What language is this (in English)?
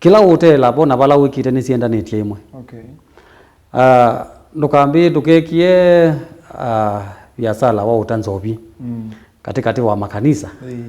Kamba